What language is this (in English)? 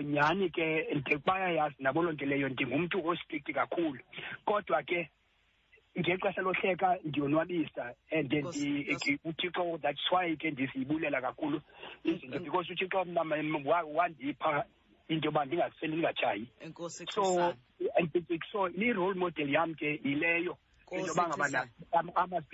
Xhosa